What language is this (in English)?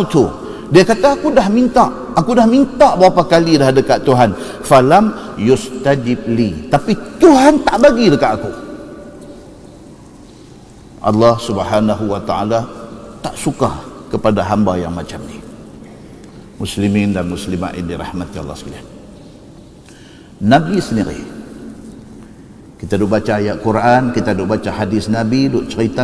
Malay